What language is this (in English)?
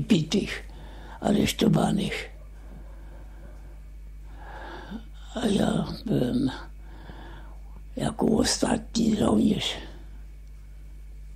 Polish